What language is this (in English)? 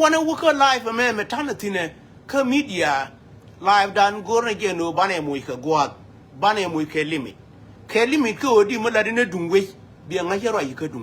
Nuer